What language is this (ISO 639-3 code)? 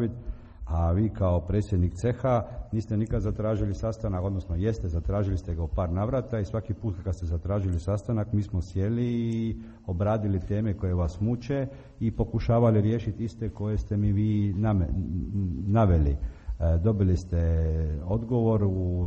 hrv